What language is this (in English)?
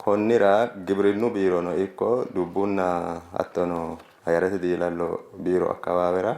Sidamo